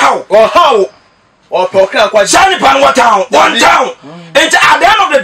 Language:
Akan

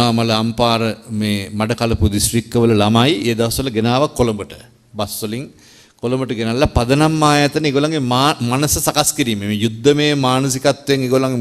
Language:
Sinhala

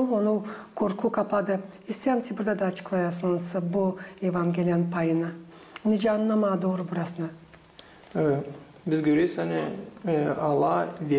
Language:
Gagauz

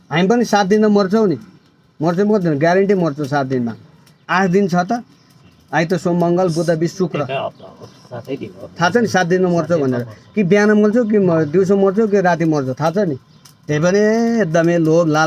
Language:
Nepali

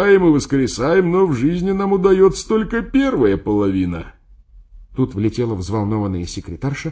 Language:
Russian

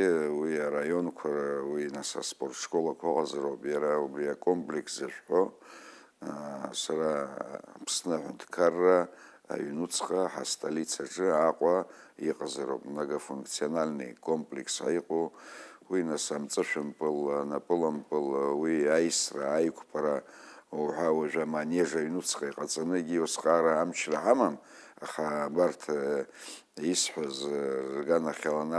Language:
Abkhazian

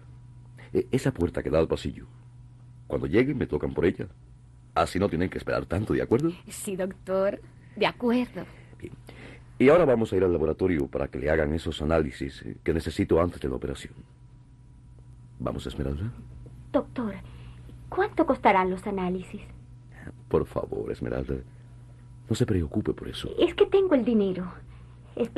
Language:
Spanish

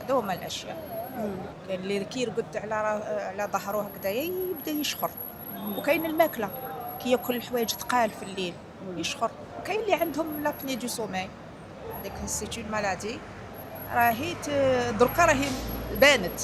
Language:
Algerian Arabic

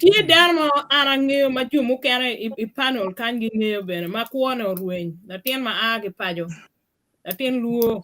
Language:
Acoli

